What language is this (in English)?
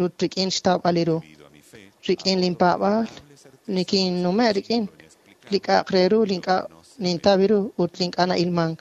Kekchí